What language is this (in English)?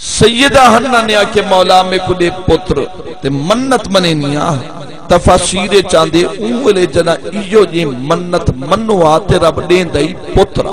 Saraiki